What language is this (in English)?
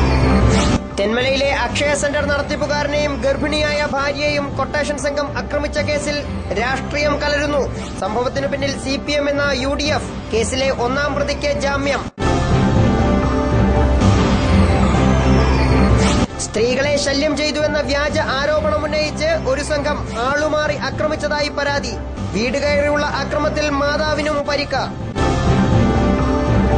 Malayalam